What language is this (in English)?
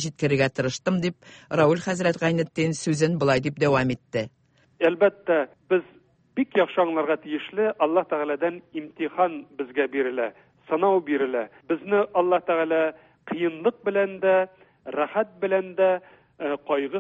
Tatar